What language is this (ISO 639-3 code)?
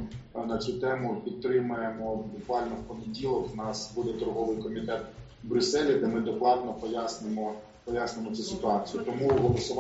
ukr